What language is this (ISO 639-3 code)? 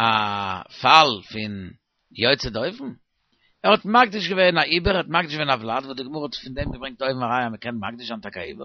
yid